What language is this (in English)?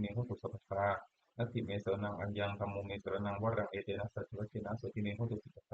Pali